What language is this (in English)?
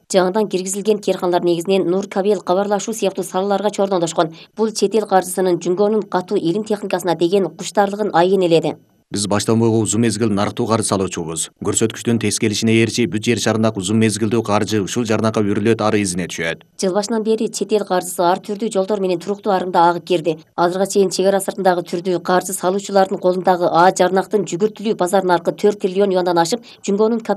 Kyrgyz